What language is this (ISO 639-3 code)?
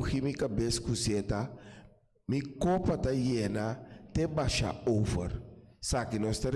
pap